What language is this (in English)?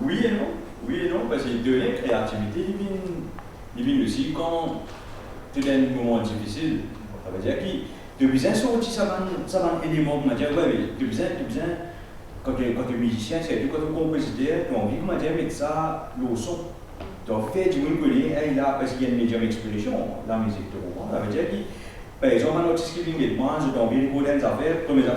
Morisyen